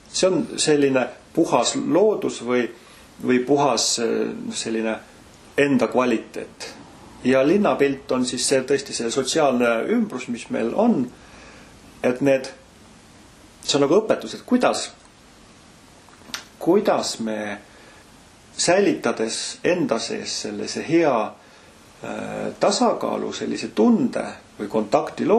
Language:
Estonian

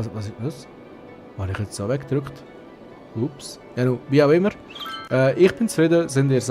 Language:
Swiss German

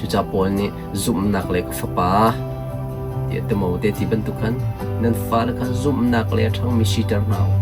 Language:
Hakha Chin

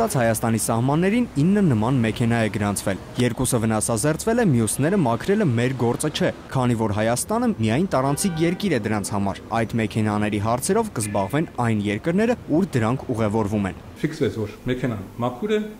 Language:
Armenian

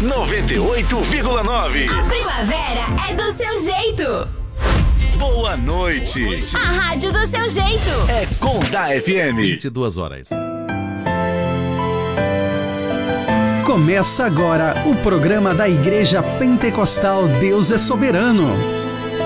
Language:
Portuguese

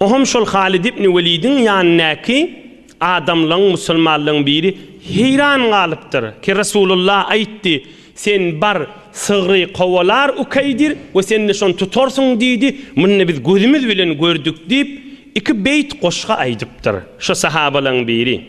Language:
Turkmen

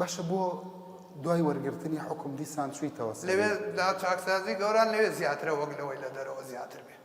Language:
Central Kurdish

